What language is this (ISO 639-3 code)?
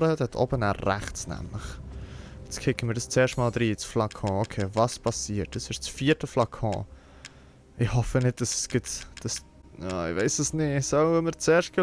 gsw